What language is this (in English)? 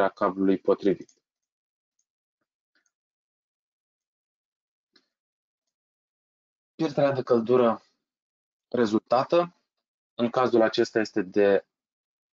Romanian